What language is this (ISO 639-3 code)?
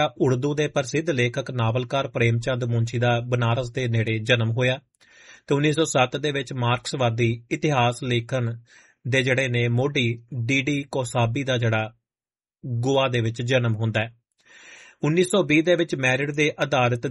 pan